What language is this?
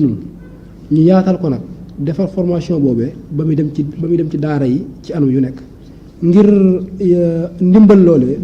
Wolof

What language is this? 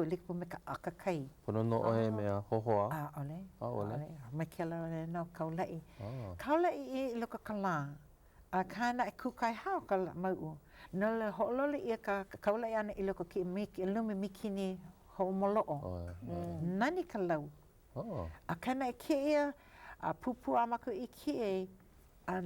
Hawaiian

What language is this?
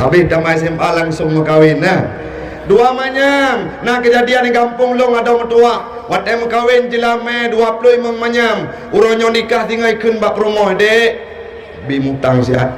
Achinese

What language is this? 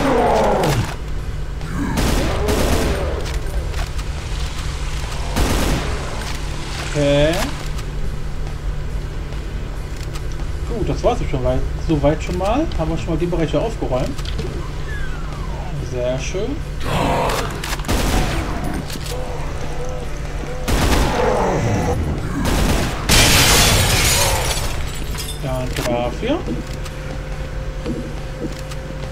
German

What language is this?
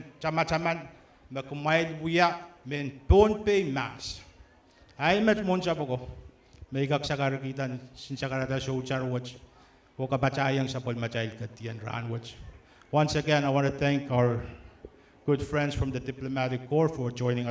Pohnpeian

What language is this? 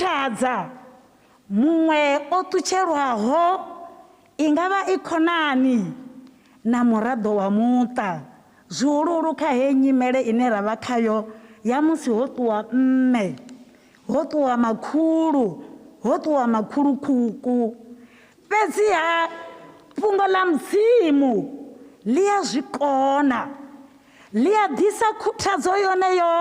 Venda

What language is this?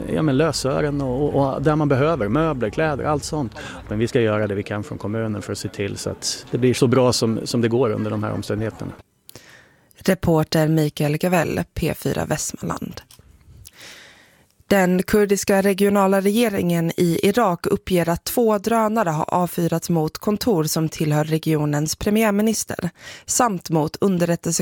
Swedish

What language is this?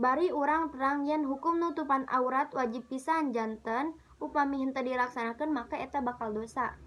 Sundanese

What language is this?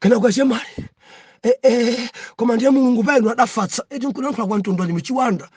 Nyanja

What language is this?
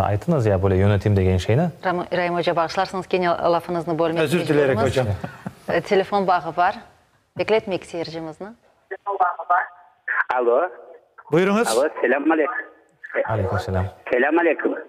Crimean Tatar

